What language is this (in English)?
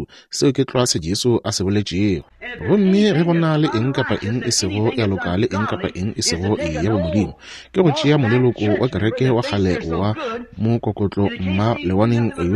Northern Sotho